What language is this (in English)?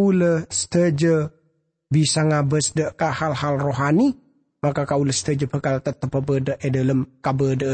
Madurese